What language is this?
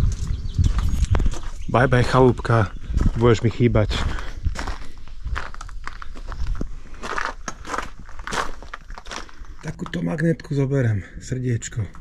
Slovak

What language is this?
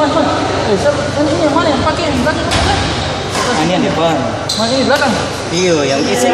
Ambonese Malay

